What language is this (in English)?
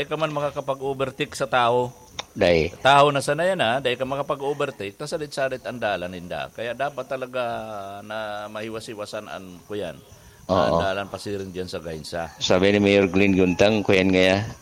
Bikol